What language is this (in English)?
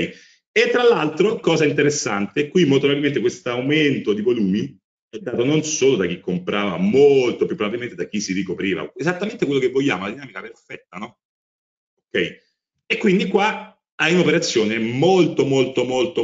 Italian